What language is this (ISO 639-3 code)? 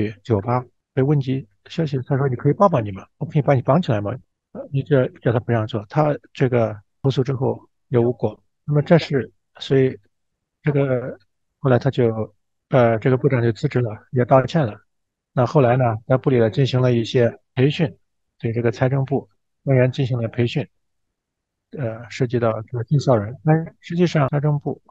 zho